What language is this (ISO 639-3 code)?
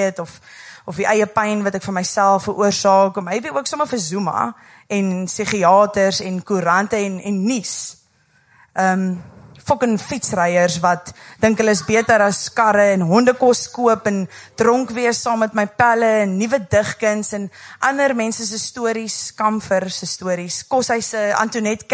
afr